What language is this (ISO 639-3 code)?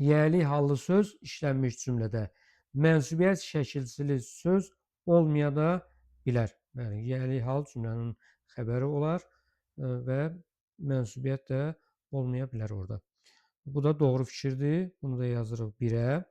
aze